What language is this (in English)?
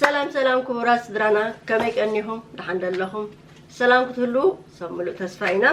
Tigrinya